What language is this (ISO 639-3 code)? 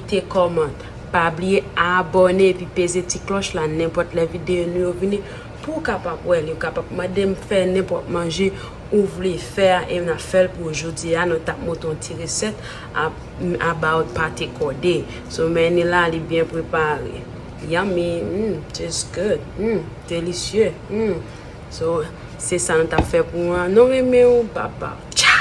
hat